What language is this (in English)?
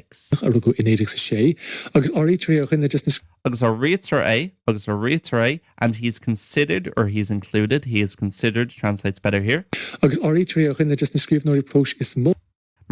Irish